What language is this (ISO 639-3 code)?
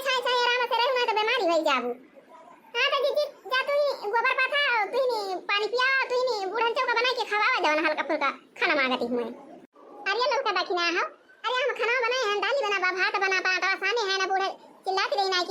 awa